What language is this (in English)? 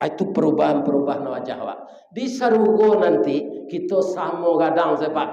Minangkabau